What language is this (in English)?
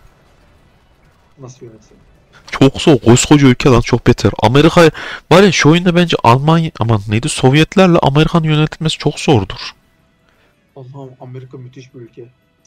Turkish